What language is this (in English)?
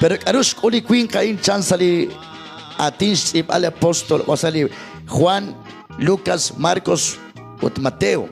Kekchí